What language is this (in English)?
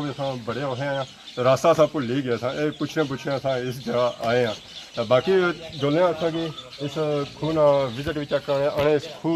Pahari-Potwari